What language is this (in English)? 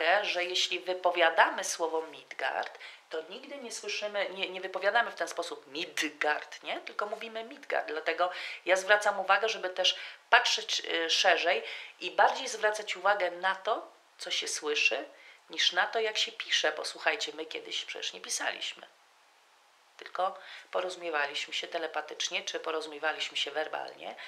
Polish